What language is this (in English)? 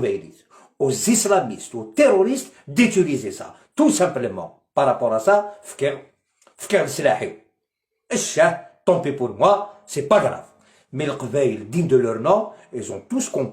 Algerian Arabic